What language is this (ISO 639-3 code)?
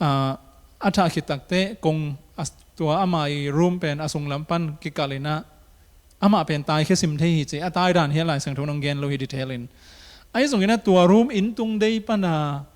ctd